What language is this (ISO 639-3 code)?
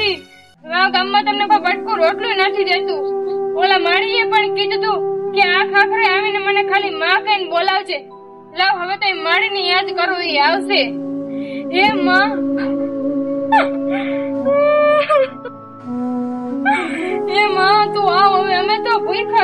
guj